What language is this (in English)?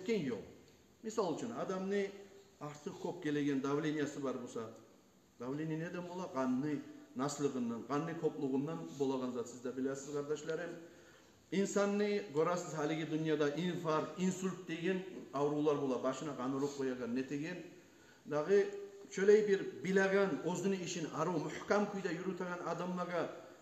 Kumyk